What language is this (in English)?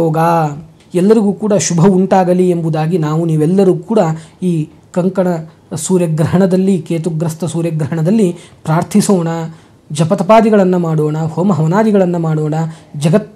Kannada